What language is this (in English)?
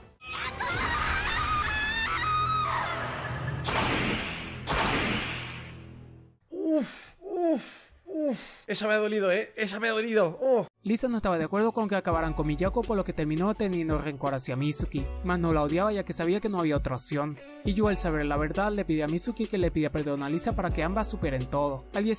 Spanish